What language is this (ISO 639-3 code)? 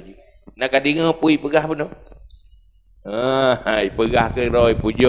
ace